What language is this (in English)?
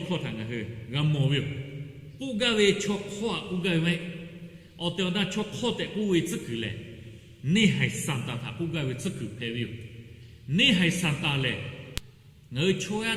Lahu